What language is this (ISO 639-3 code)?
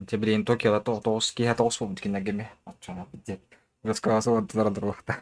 sah